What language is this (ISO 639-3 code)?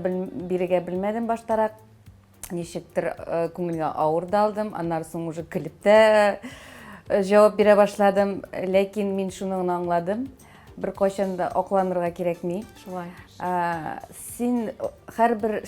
tat